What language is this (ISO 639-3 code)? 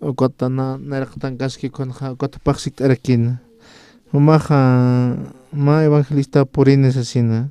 aym